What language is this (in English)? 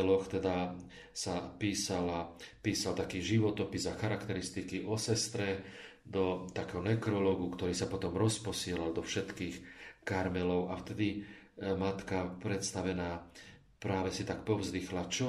Slovak